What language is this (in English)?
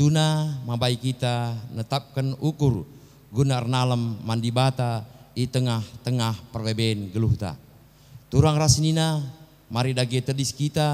Batak Karo